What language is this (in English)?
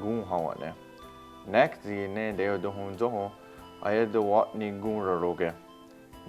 Mohawk